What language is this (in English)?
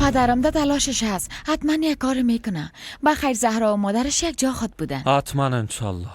Persian